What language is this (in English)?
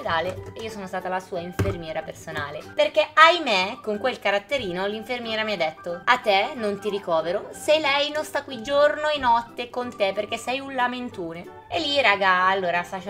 Italian